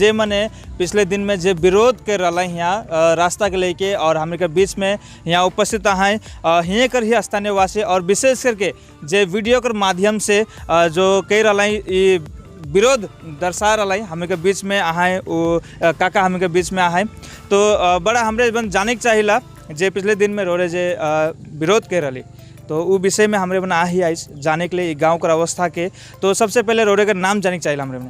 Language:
Sadri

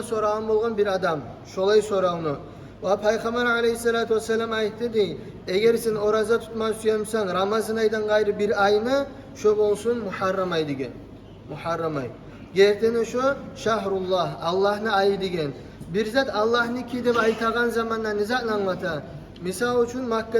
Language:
Kumyk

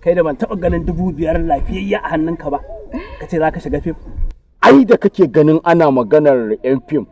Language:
Hausa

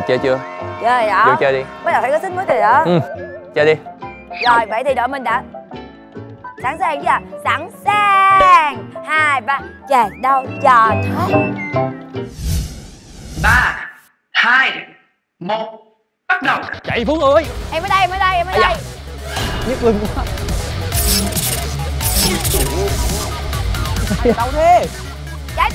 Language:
Vietnamese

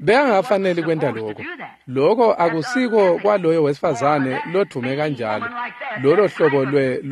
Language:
Swati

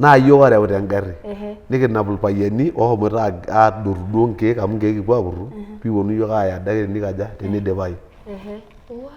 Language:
Masai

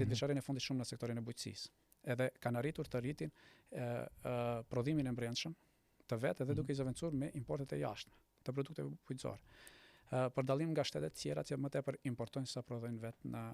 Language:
Albanian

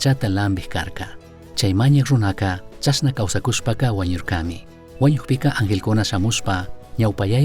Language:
Chimborazo Highland Quichua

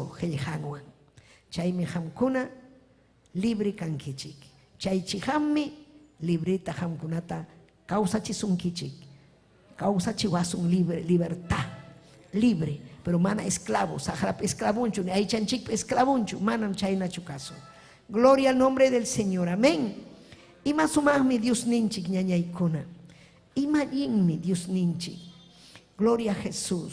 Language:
Ayacucho Quechua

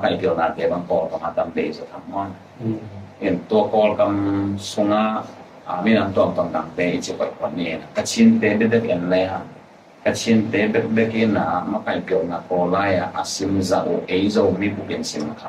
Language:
Tedim Chin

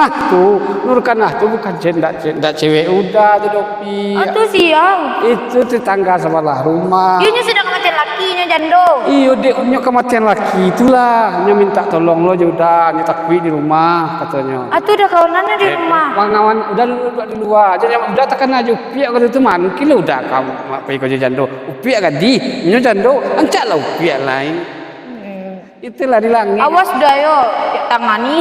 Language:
Minangkabau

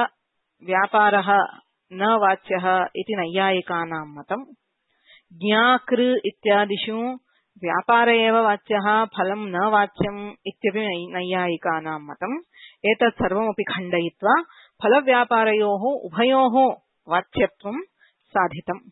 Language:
Sanskrit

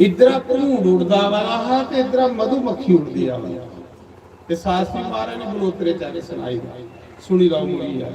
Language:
Dogri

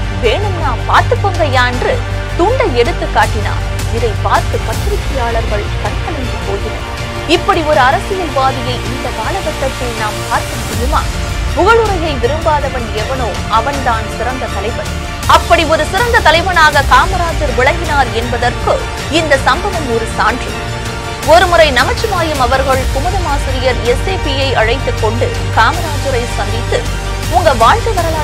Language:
Tamil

